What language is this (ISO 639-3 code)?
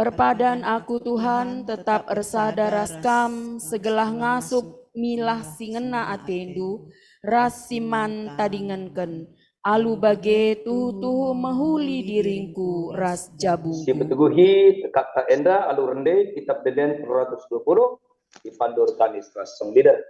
btx